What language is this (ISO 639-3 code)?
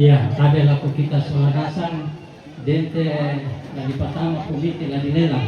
sda